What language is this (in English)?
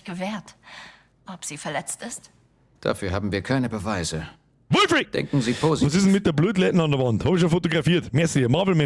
Bavarian